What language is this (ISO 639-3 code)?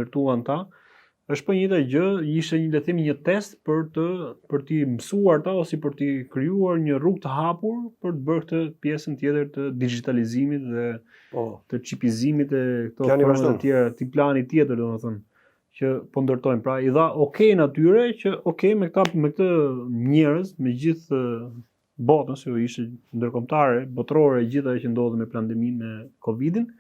sqi